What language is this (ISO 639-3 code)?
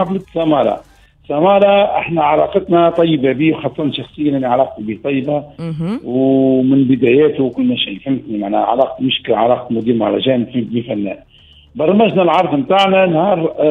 aeb